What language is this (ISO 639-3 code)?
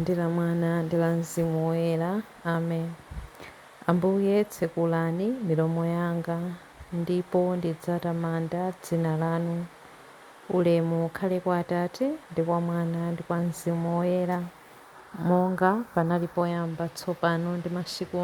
nya